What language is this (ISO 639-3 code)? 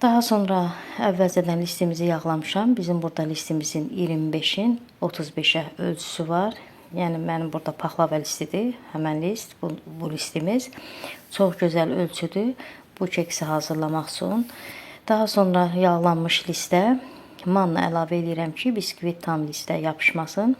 aze